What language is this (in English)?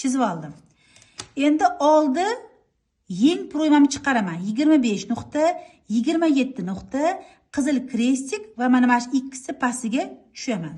Uzbek